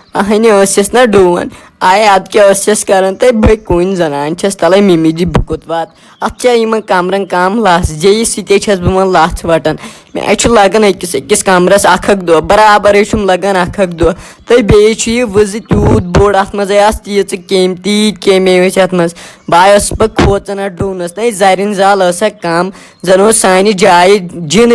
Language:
Kashmiri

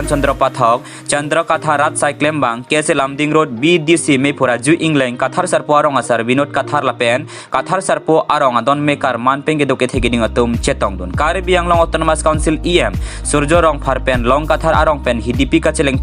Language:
Karbi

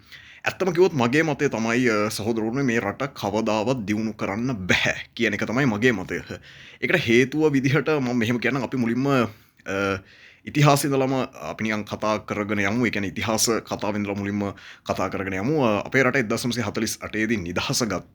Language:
Sinhala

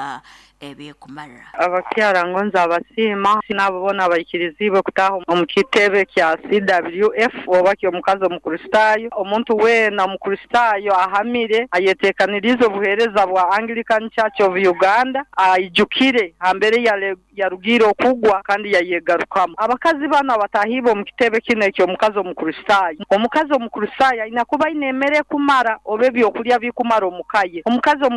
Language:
Nyankole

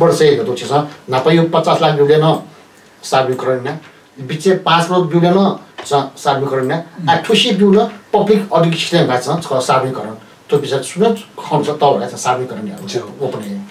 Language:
Newari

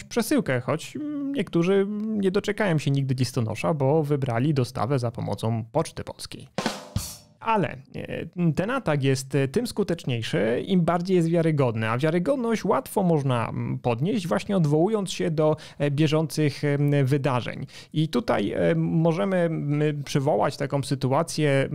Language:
Polish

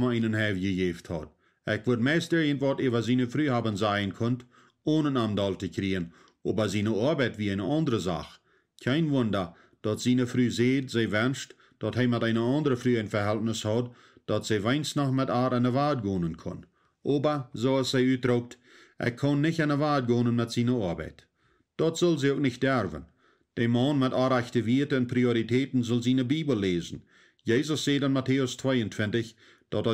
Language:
Plautdietsch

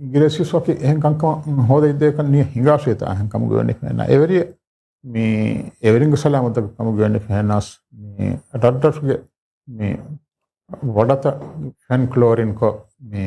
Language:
Divehi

